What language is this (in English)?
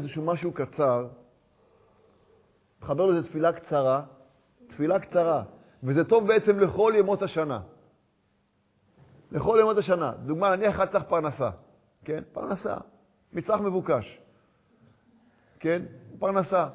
Hebrew